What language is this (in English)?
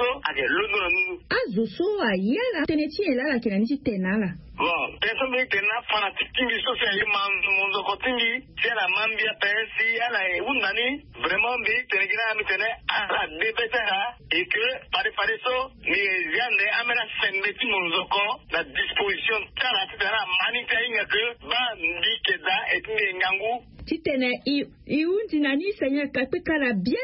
Sango